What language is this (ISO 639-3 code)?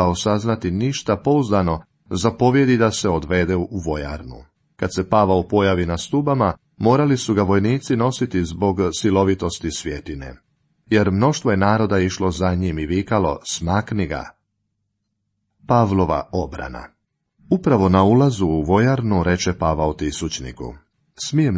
hrv